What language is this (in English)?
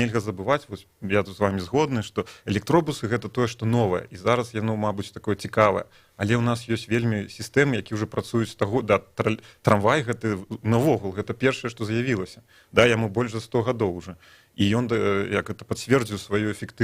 Belarusian